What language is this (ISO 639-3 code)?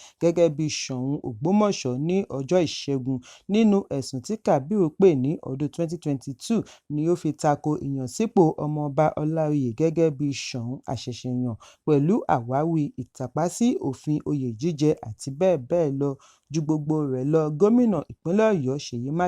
yor